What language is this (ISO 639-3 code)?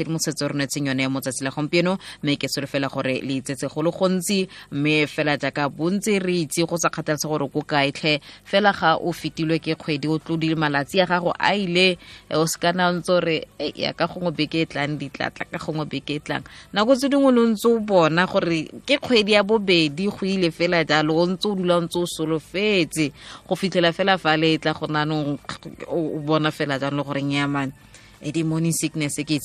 tsn